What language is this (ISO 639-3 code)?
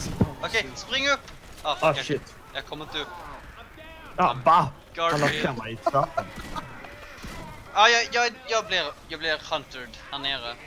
swe